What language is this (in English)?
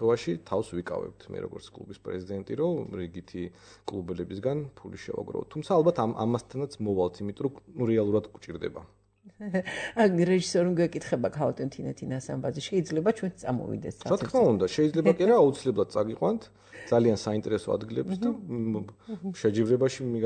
Georgian